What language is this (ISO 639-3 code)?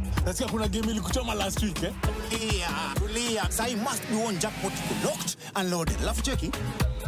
luo